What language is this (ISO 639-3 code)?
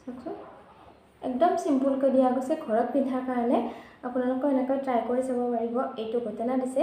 asm